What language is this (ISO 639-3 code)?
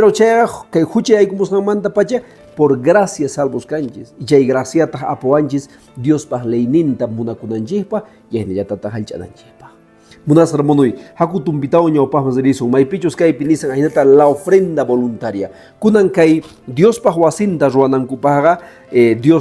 que